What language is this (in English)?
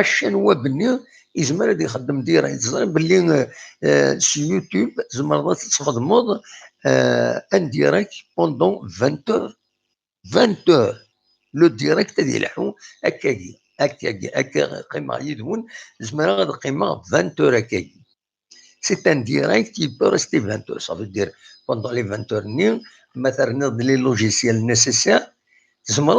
Kabyle